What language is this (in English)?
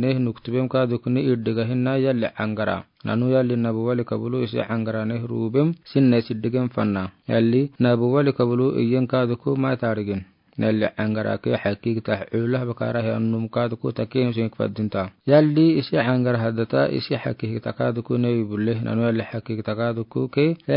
Afar